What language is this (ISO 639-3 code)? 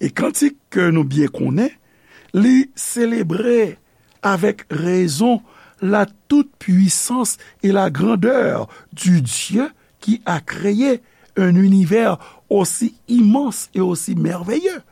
hat